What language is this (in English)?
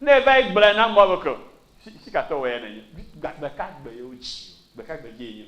Ewe